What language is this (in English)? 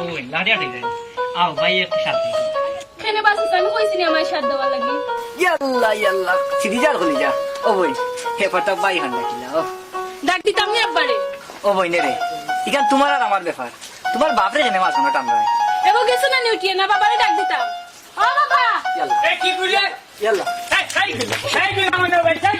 Sylheti